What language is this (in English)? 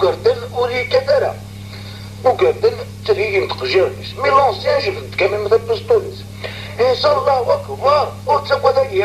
Kabyle